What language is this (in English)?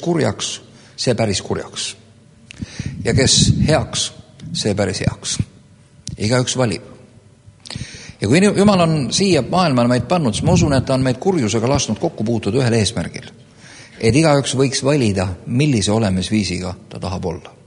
Estonian